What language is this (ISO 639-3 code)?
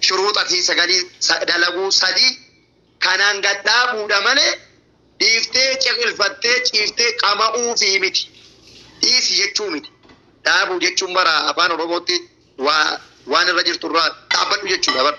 orm